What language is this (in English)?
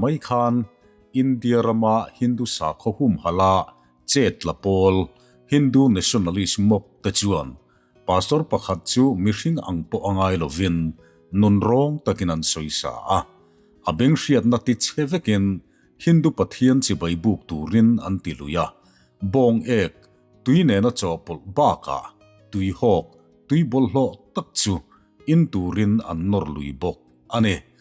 Mizo